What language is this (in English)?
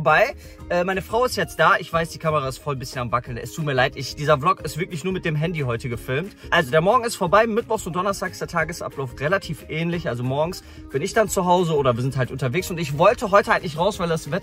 German